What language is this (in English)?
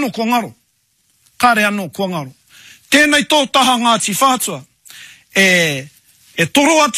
Māori